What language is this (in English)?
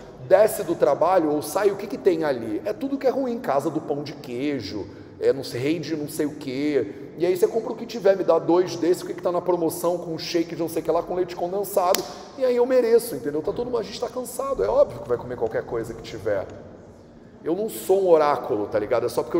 Portuguese